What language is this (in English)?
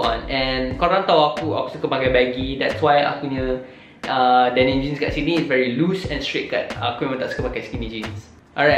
Malay